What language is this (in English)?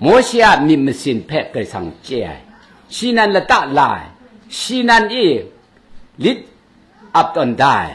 Kachin